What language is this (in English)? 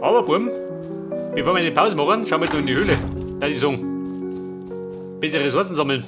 Bavarian